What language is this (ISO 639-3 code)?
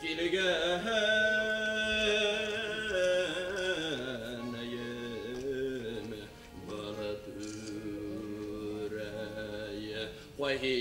bak